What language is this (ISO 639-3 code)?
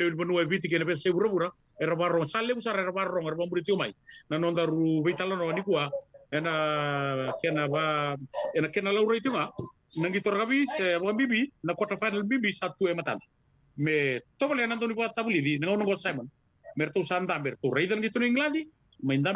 fij